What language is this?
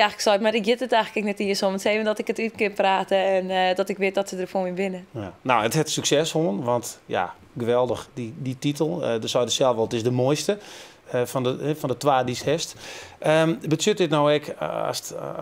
Western Frisian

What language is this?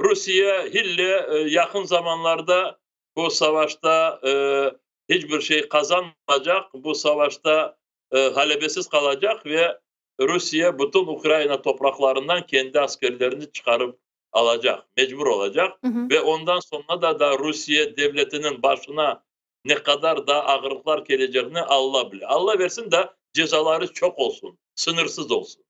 Crimean Tatar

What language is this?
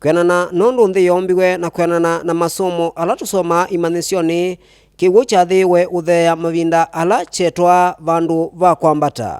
Kamba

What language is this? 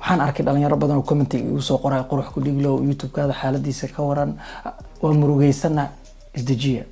Somali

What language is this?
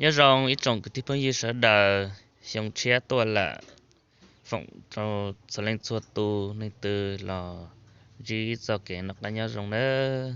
Hmong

